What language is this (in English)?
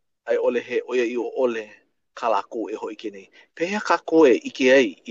Hawaiian